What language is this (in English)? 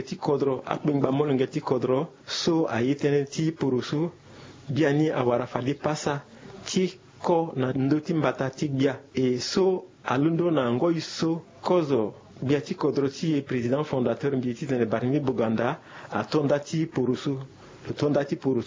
Sango